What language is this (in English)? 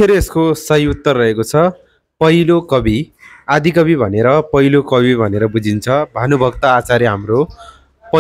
Nepali